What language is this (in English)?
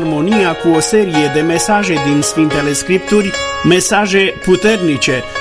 Romanian